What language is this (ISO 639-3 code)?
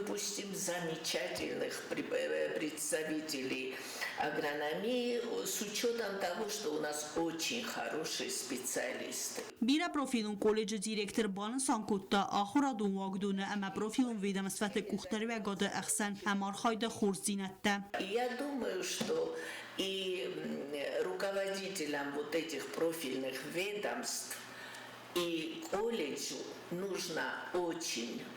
oss